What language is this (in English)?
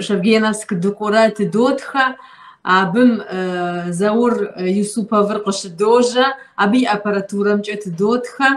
Kabardian